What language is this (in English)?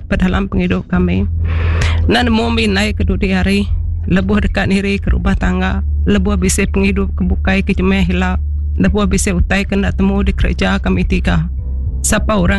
Iban